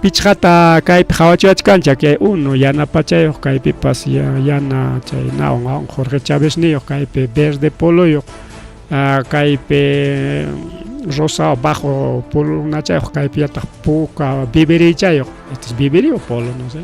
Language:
Ayacucho Quechua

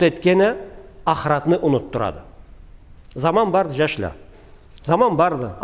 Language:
Karachay-Balkar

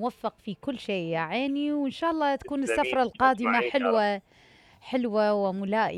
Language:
Mesopotamian Arabic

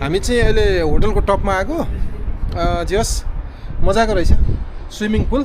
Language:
Nepali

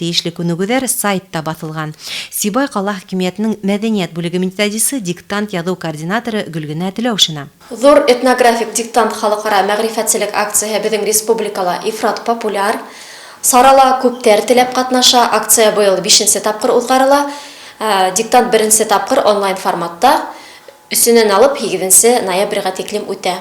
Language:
Bashkir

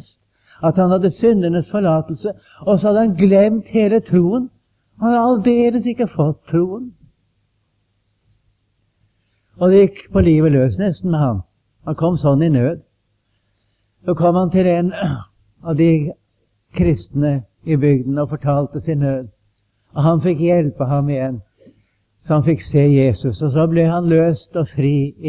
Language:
Norwegian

